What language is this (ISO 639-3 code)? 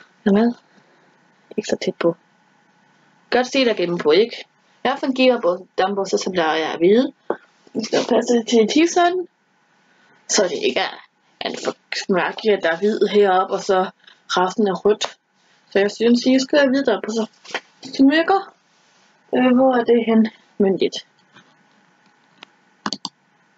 dan